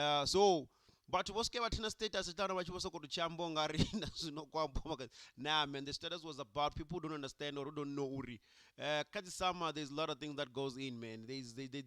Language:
Venda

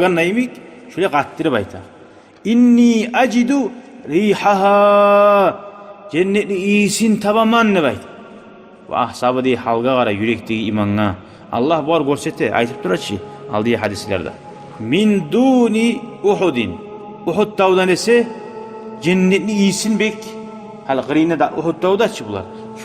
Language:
Kumyk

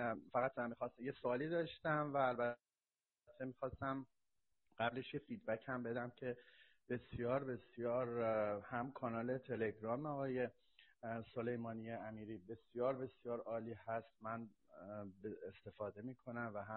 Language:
Persian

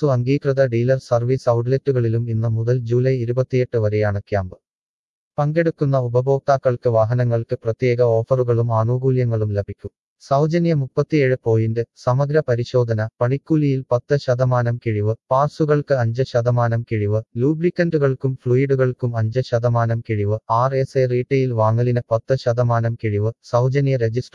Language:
Malayalam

